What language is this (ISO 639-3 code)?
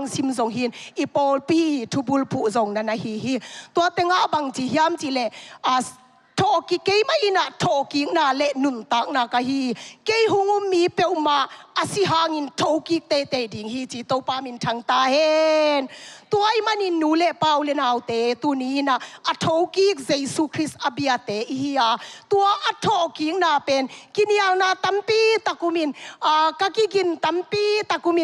ctd